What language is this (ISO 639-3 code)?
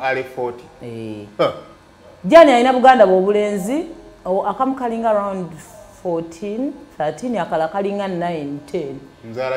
lug